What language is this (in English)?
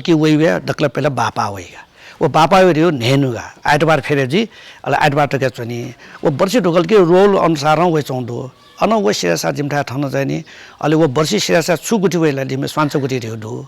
Newari